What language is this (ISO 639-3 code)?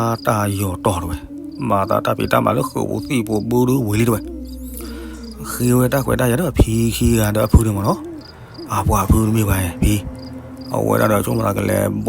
ksw